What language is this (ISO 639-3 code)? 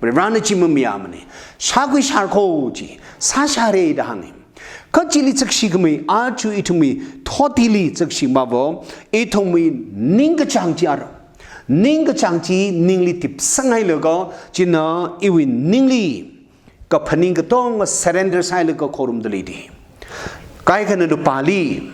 nmf